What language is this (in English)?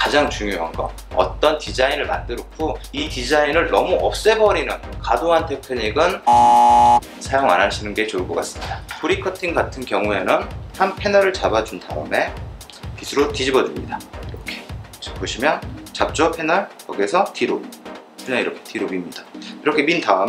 Korean